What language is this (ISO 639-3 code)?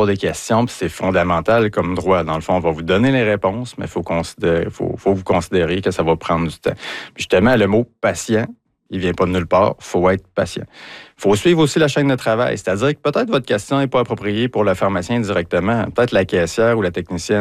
fra